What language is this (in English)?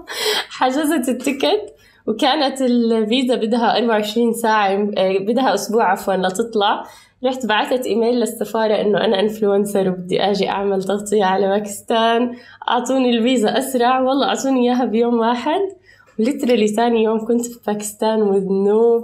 North Levantine Arabic